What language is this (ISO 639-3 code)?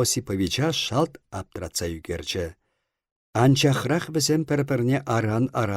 chv